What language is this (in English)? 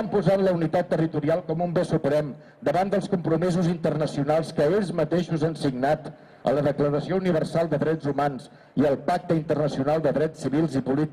Catalan